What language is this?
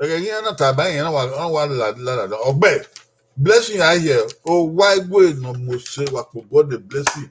Bini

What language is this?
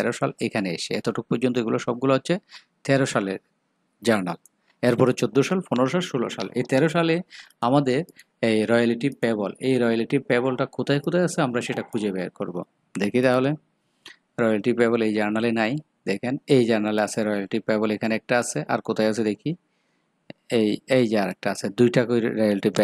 Bangla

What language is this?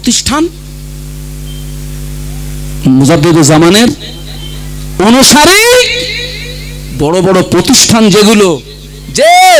Bangla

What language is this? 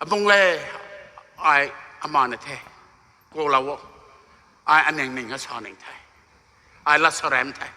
Rongmei Naga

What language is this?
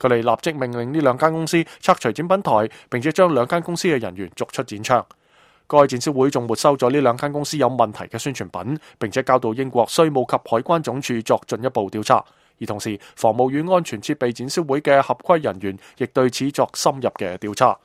Cantonese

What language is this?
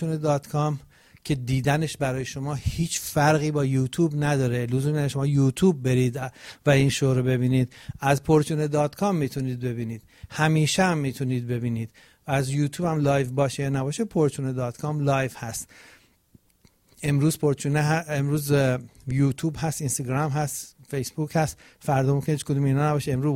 Persian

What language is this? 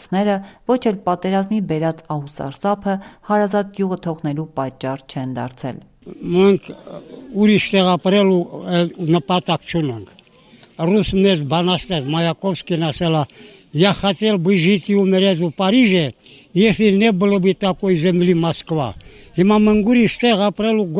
Armenian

